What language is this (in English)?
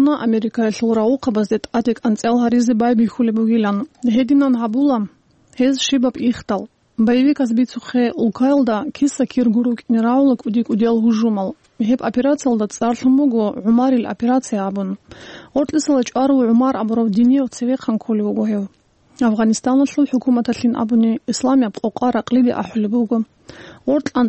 Avaric